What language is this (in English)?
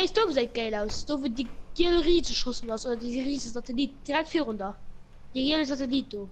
Luxembourgish